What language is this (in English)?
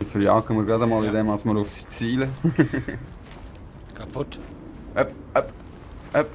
Swiss German